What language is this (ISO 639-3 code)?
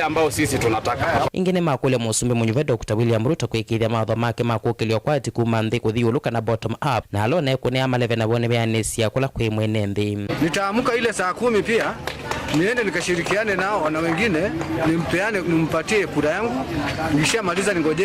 kam